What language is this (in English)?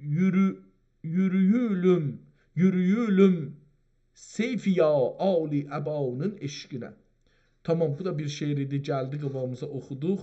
South Azerbaijani